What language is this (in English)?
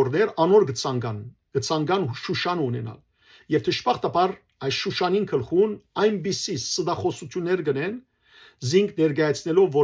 Western Armenian